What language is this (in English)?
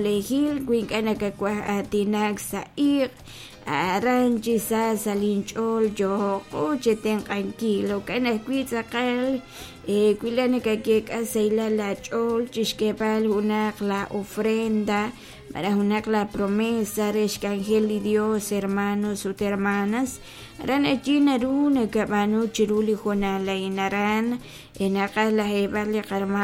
Kekchí